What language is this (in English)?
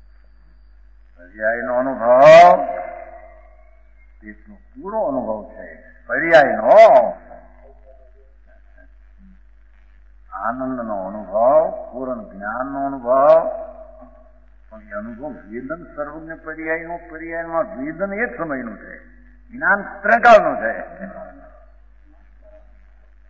Gujarati